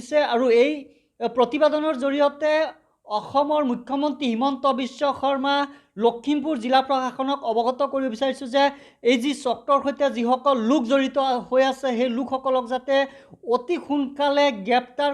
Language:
Assamese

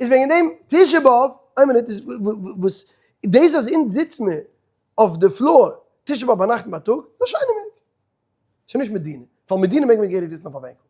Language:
Yiddish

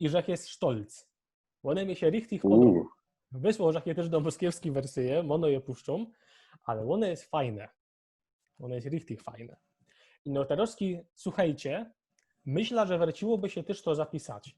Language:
Silesian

